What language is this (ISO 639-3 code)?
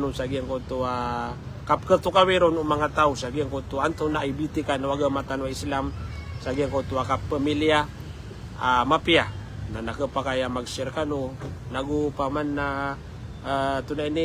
mrw